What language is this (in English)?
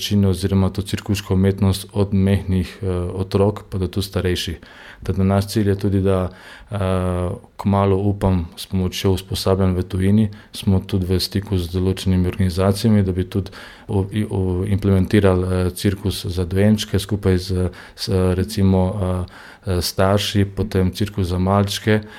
Slovenian